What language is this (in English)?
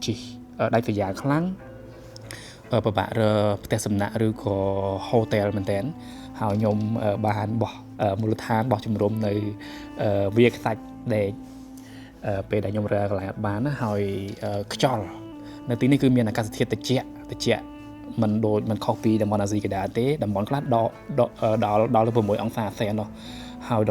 Khmer